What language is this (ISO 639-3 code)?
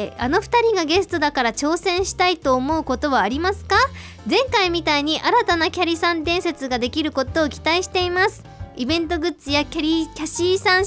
jpn